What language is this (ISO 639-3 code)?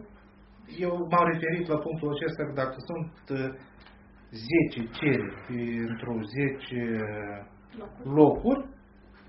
ron